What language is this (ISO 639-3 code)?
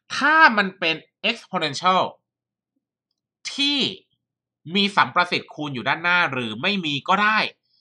tha